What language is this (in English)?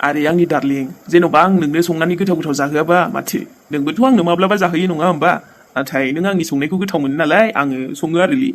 Bodo